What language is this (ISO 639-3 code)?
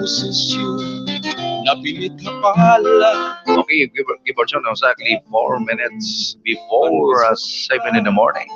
war